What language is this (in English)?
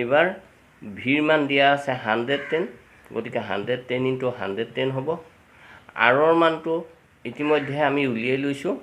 Assamese